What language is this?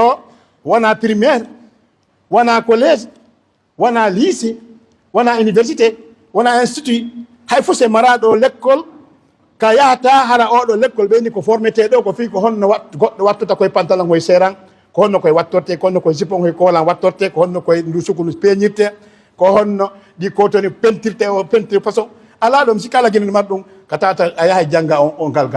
Fula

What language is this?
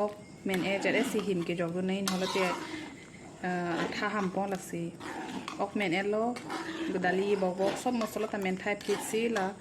Karbi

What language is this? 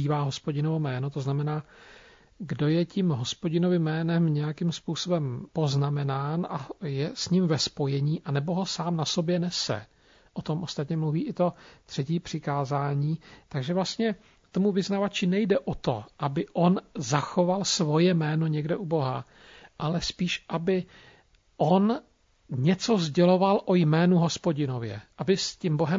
Czech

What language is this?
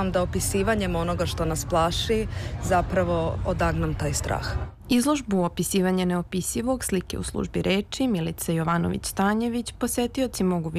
Serbian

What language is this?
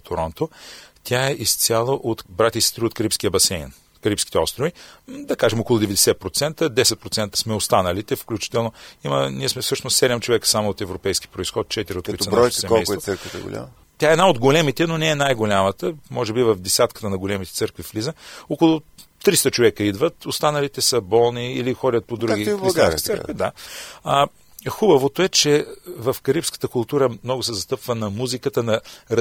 Bulgarian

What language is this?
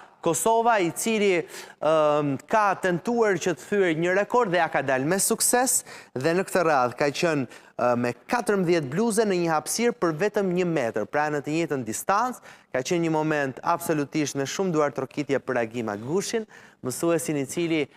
Albanian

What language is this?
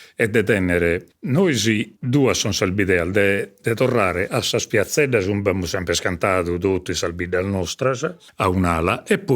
Sardinian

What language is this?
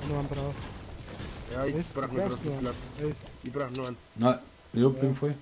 Bavarian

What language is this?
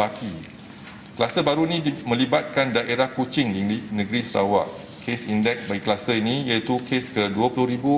Malay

